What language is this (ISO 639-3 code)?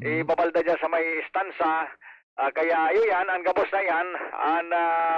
bik